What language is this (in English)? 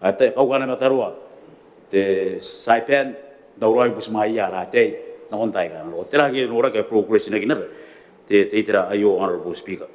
Gilbertese